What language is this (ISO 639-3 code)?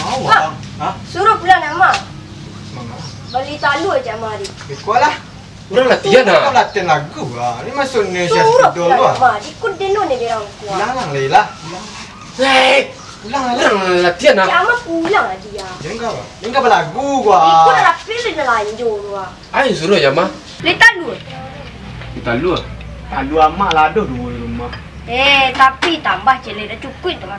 min